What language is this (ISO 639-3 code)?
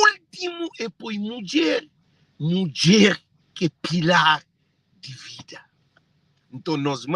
kea